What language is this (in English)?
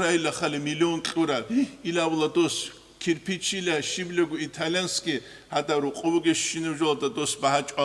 Avaric